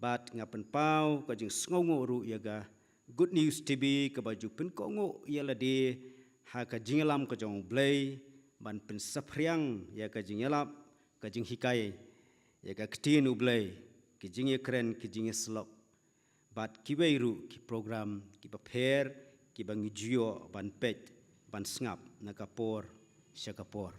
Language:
Khasi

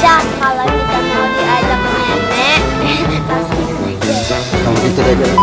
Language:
Musi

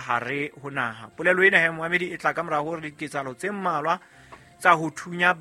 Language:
Southern Sotho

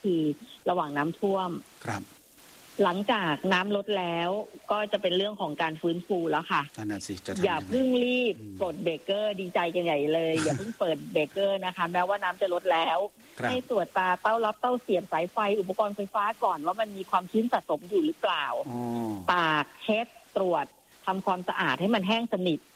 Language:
Thai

